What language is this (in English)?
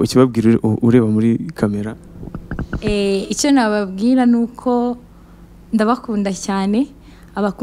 Kinyarwanda